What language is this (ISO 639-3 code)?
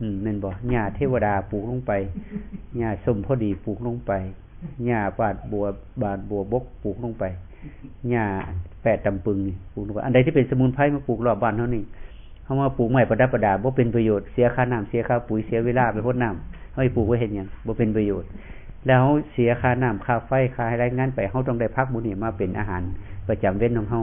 tts